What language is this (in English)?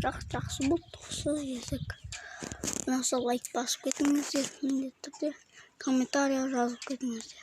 Kazakh